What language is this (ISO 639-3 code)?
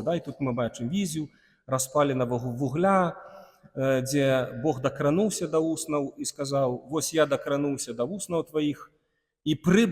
bel